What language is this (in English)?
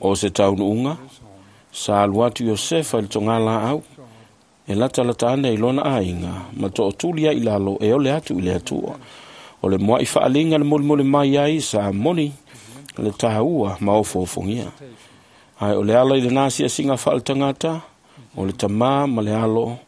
Samoan